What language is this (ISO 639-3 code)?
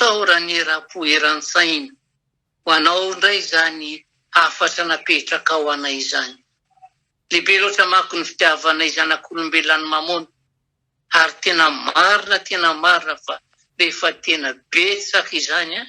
mlg